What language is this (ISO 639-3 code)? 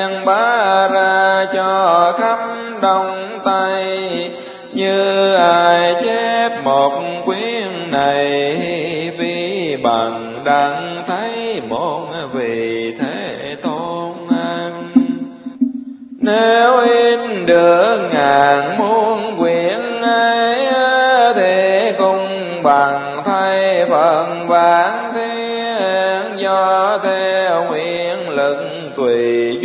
vie